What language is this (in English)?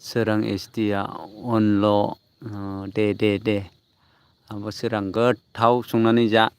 Bodo